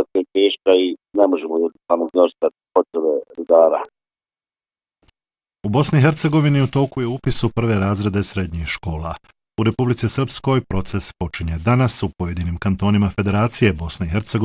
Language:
Bosnian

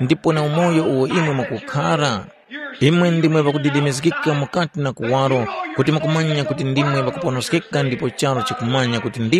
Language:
Tumbuka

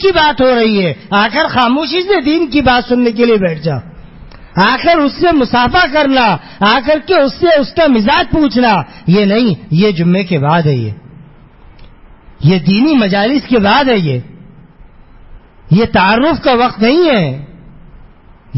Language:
Urdu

